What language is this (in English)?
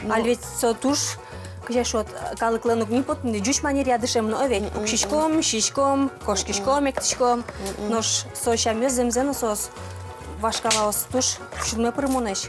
Udmurt